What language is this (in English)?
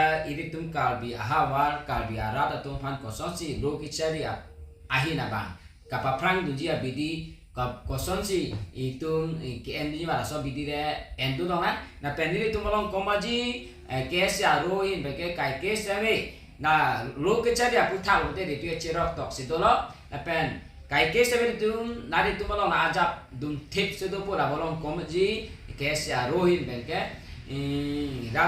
Karbi